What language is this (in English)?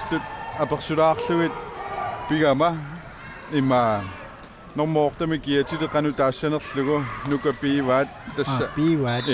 Kalaallisut